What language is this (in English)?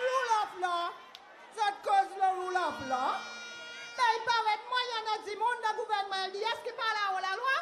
Seselwa Creole French